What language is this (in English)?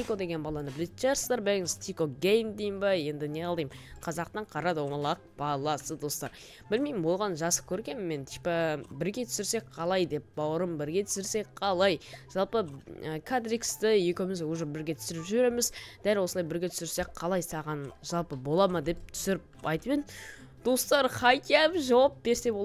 Kazakh